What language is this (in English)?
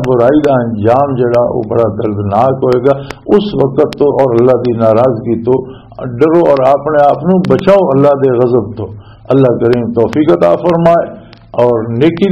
Western Panjabi